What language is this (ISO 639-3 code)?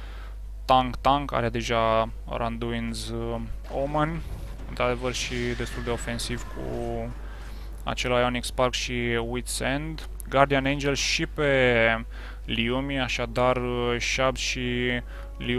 ron